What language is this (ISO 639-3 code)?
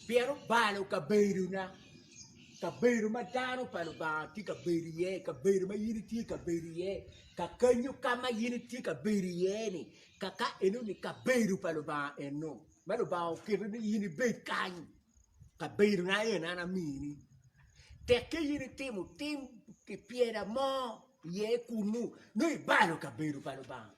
ach